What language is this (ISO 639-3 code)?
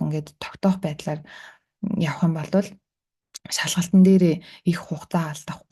mon